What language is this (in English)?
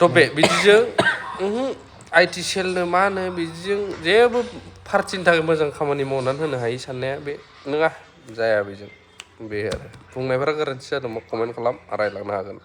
Bodo